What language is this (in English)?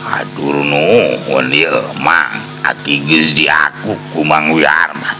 Sundanese